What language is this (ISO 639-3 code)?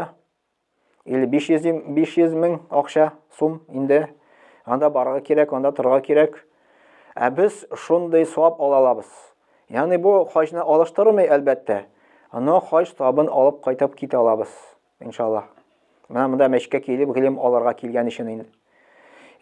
tat